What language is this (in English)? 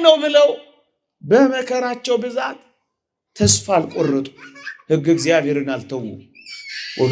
Amharic